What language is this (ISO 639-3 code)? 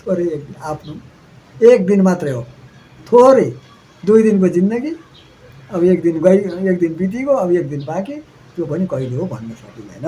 nep